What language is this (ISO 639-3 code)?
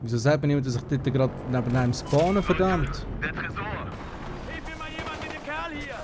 gsw